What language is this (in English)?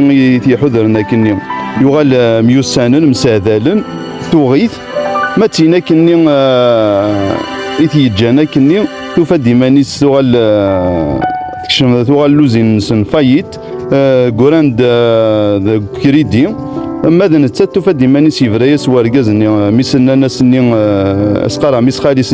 Kabyle